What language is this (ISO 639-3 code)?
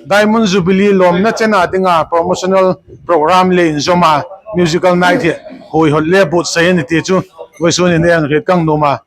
hmr